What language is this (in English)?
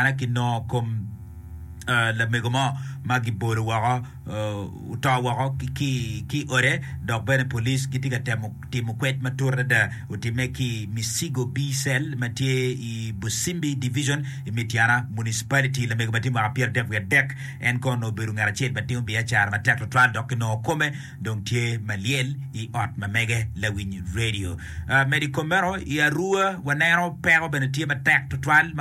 Acoli